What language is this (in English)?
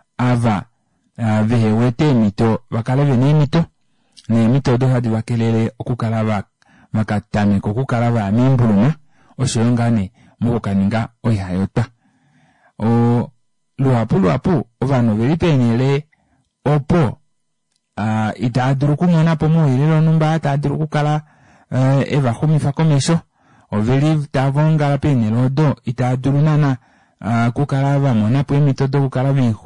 Kuanyama